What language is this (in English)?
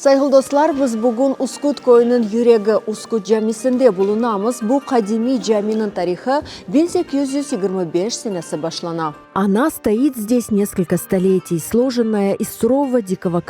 Crimean Tatar